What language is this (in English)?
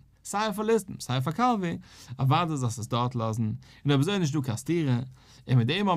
Yiddish